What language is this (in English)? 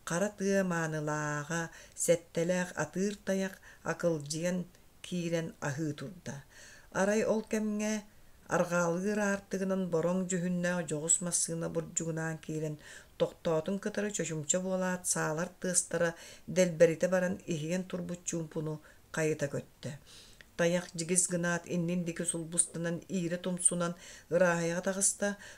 Yakut